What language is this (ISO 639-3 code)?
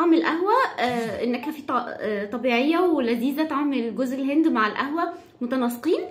arz